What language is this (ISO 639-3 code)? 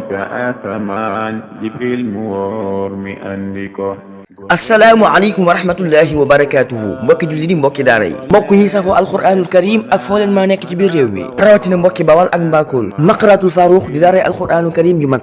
wol